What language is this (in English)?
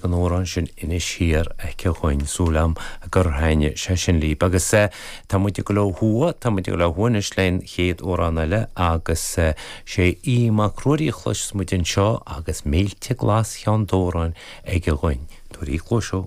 Irish